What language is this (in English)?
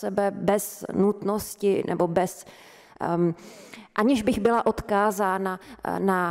Czech